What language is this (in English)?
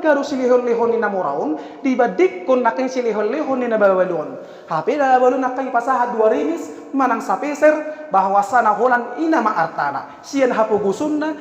Batak Toba